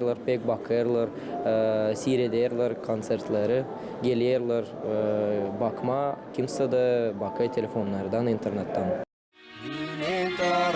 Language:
Gagauz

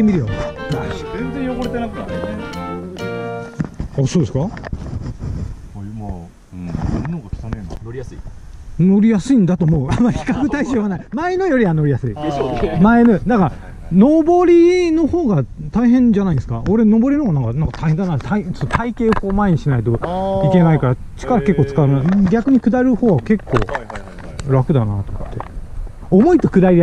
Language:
Japanese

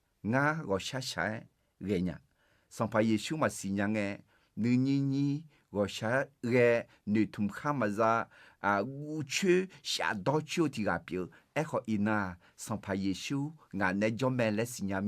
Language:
Akha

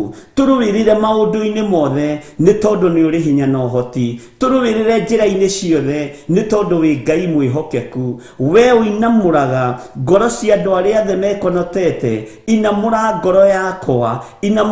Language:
Kikuyu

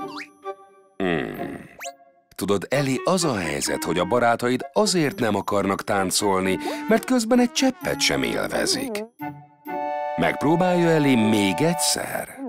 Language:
Hungarian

